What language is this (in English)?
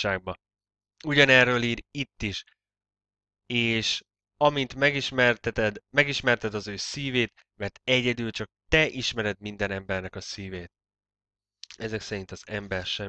Hungarian